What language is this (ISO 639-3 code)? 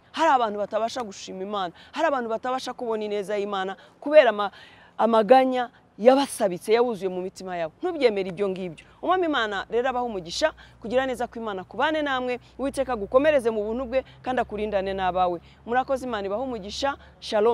kin